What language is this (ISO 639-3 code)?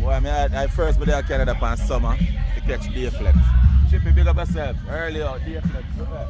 jam